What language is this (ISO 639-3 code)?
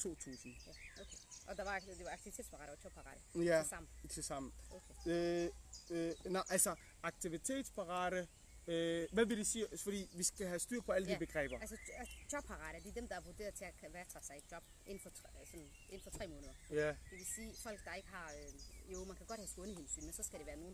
dan